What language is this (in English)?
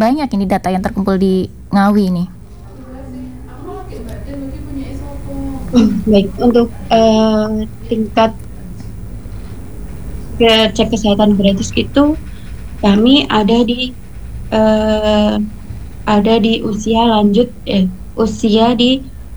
Indonesian